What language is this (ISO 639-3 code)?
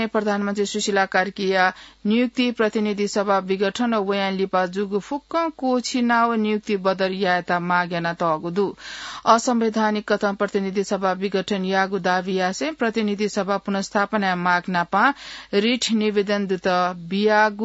new